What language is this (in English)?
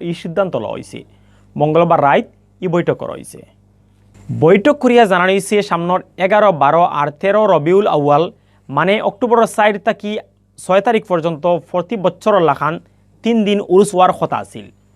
Sylheti